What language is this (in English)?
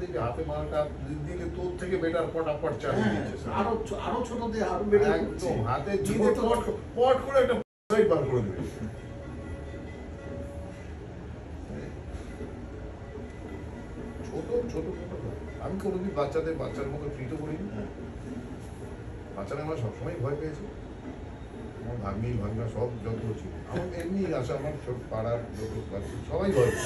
Bangla